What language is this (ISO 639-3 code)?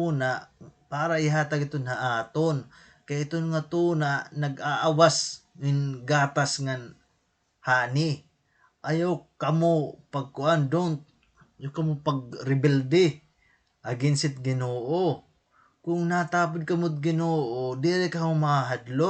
war